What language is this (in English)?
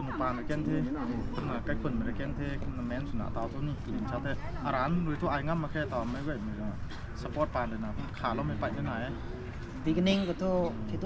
Rongmei Naga